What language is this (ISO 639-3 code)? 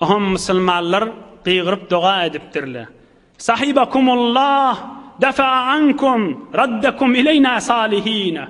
tuk